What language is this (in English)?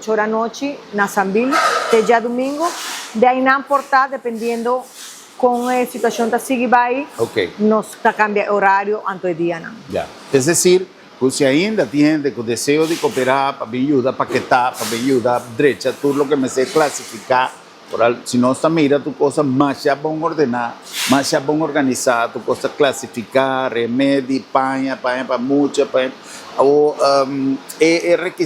Papiamento